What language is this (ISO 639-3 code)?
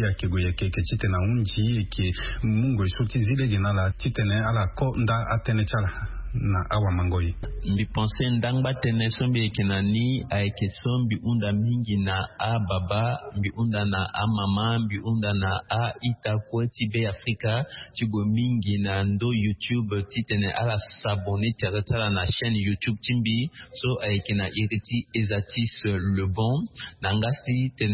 sag